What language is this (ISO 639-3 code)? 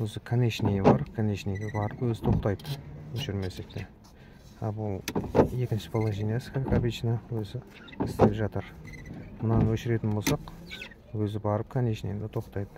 kaz